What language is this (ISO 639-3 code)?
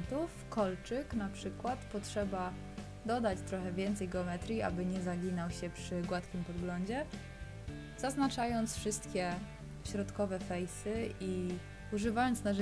pol